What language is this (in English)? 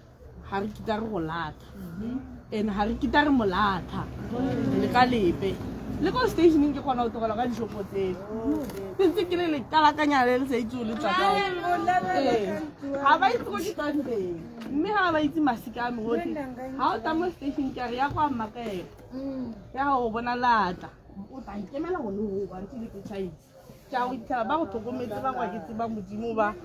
Tswana